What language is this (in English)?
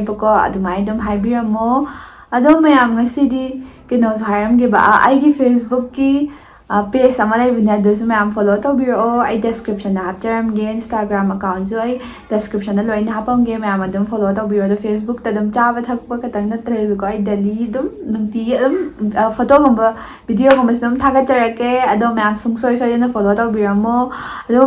Manipuri